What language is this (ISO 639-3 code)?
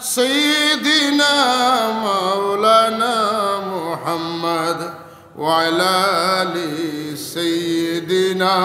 syl